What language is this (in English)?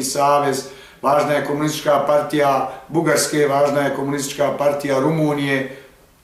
Bosnian